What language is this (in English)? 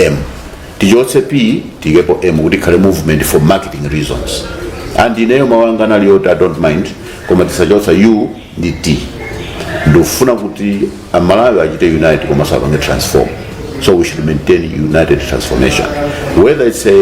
Nyanja